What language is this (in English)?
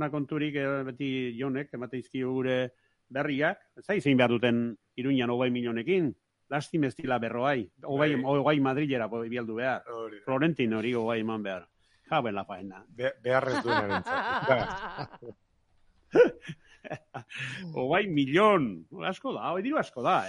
Basque